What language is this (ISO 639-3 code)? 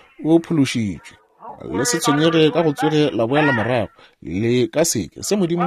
nso